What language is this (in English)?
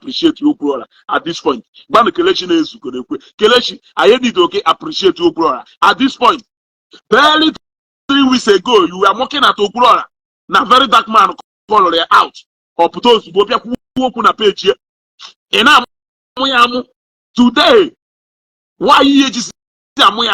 Igbo